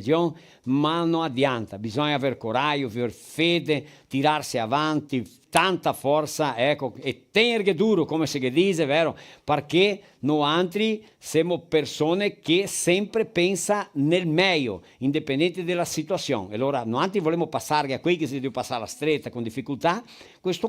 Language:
Venetian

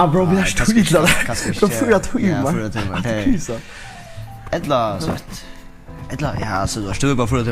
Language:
Faroese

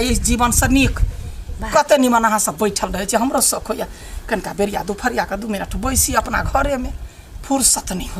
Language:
Maithili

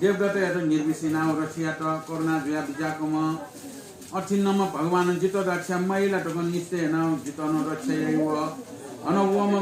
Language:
Newari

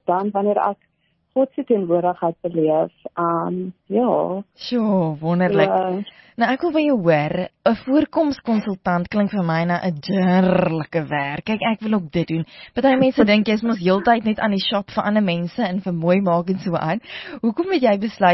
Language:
Afrikaans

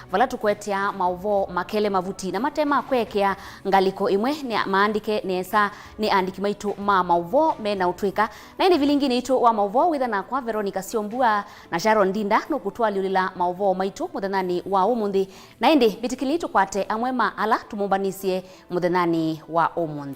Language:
Kamba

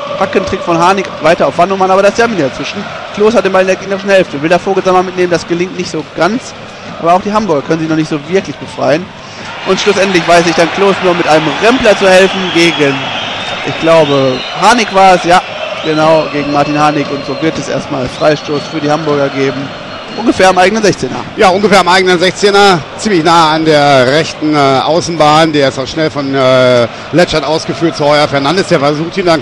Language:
German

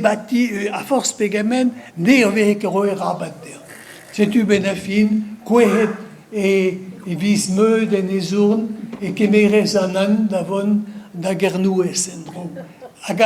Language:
Breton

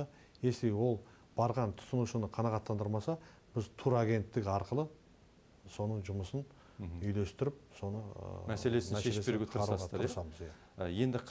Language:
Kazakh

